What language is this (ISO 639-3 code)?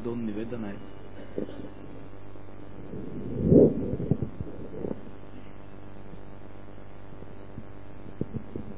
mar